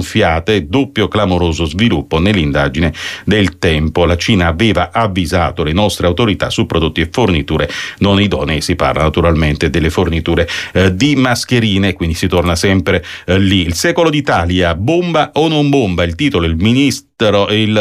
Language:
Italian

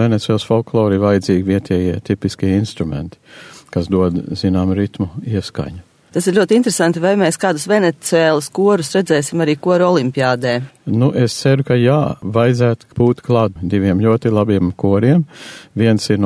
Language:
Latvian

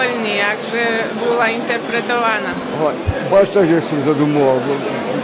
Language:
Rusyn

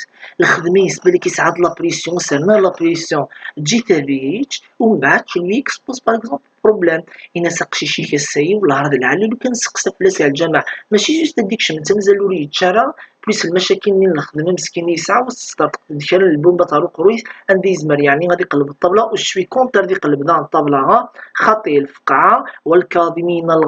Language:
Kabyle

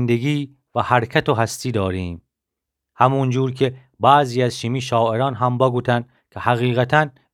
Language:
Gilaki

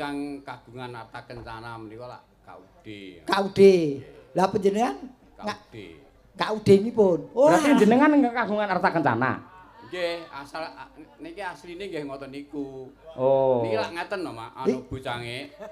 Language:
Javanese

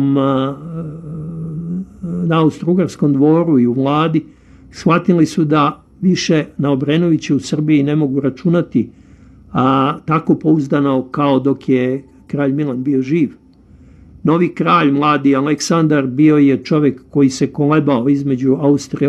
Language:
Serbian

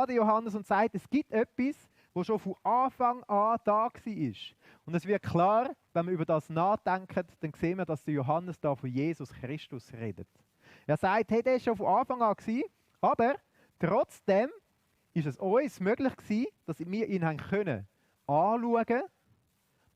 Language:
Swiss German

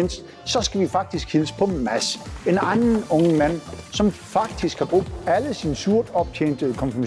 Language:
Danish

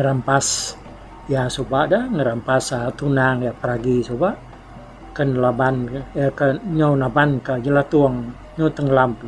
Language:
Iban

